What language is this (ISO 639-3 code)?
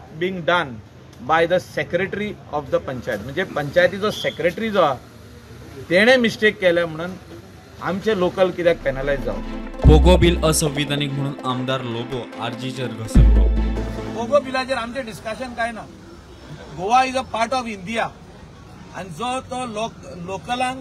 kok